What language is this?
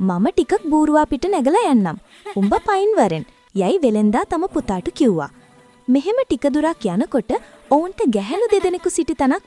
Sinhala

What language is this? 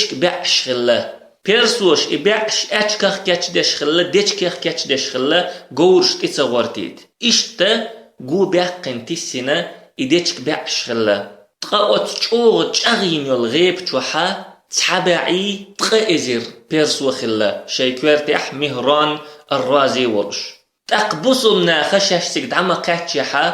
Chechen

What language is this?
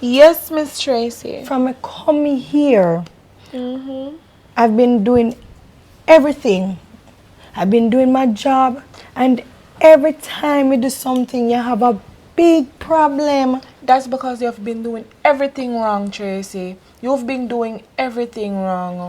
Jamaican Creole English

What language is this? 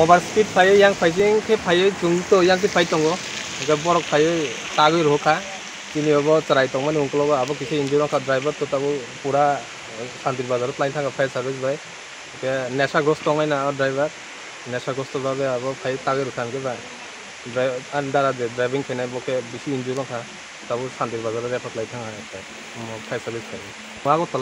Kok Borok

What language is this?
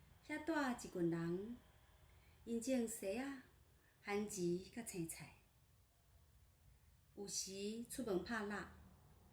Min Nan Chinese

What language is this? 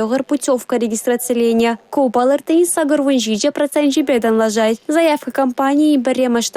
Chuvash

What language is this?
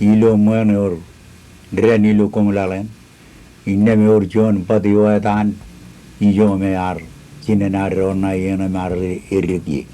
Marshallese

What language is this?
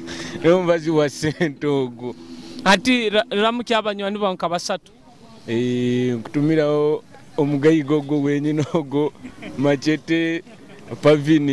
Nyoro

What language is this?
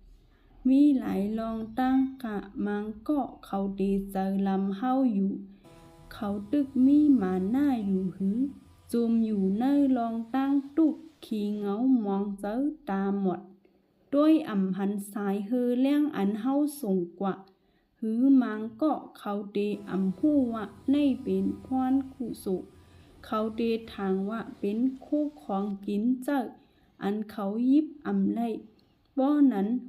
Shan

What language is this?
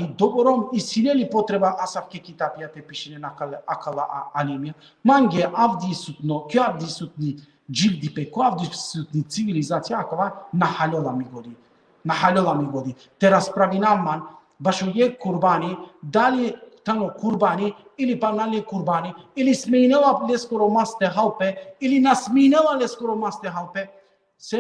Balkan Romani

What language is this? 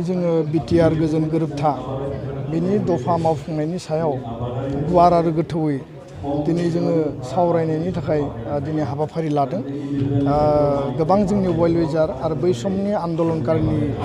Bodo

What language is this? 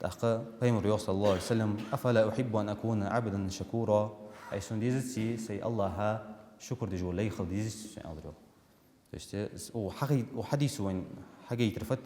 Ingush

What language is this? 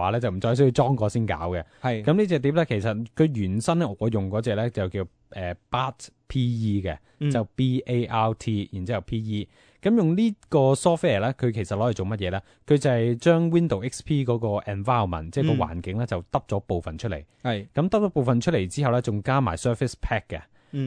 Cantonese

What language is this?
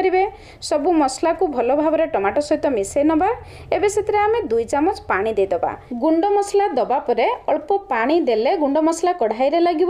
Odia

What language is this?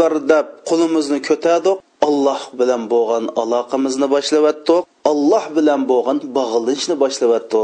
Uyghur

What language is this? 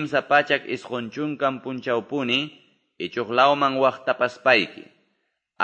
Quechua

